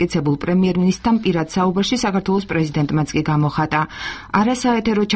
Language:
Georgian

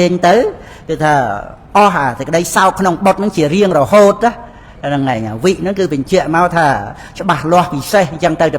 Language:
Khmer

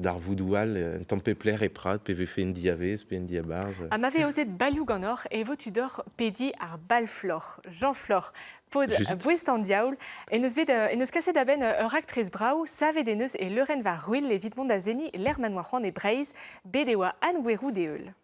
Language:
Breton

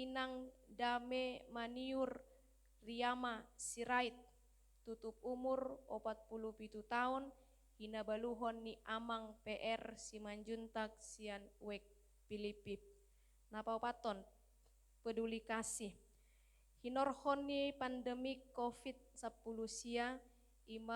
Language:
Batak Toba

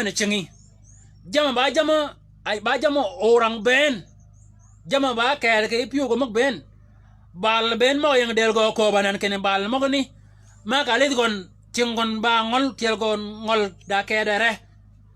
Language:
Shilluk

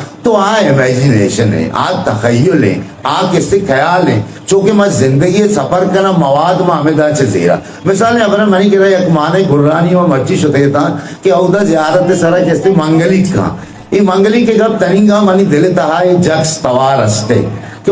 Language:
Eastern Balochi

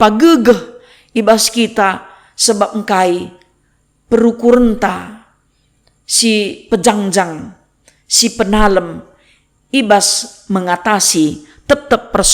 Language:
Batak Karo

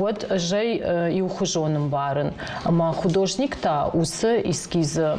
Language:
Ossetic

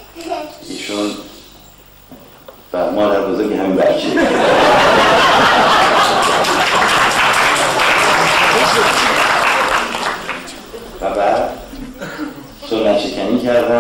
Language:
Persian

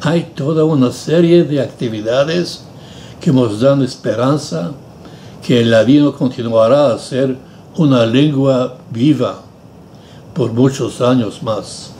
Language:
Ladino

